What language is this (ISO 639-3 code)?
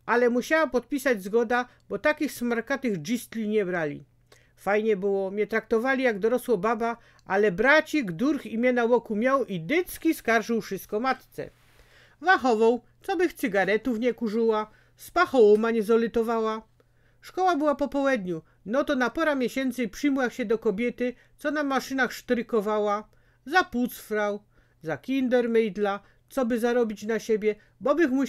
szl